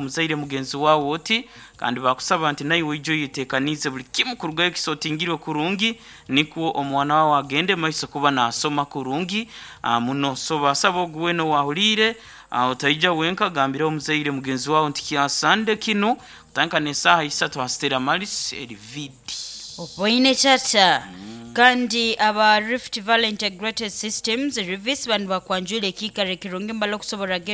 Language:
Nyoro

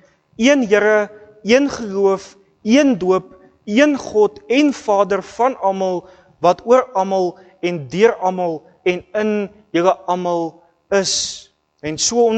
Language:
Afrikaans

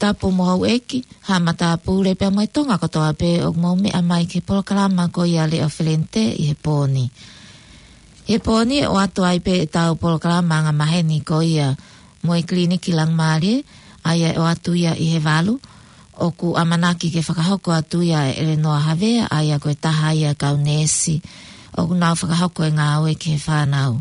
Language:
Tongan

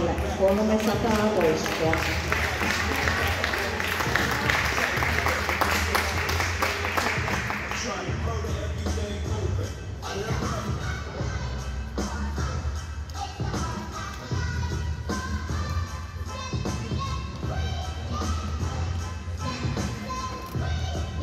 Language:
Finnish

